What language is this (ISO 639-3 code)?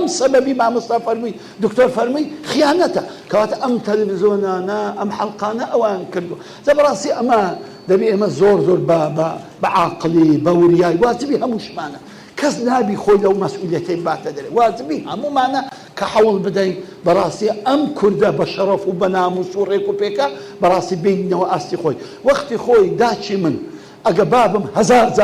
ckb